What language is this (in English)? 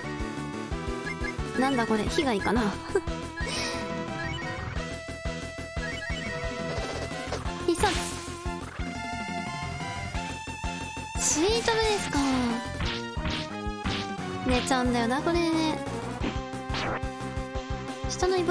Japanese